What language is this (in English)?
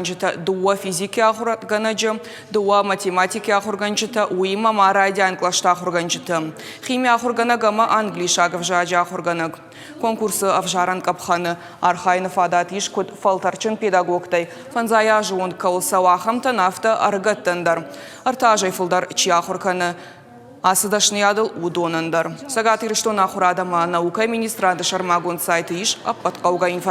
Ossetic